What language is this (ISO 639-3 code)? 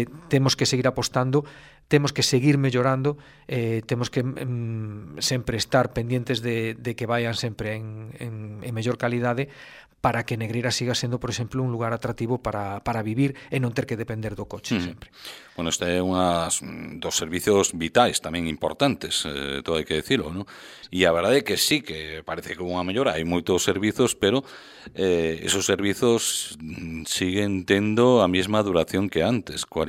glg